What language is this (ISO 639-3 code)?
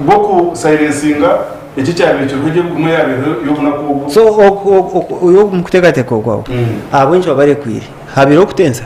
nyn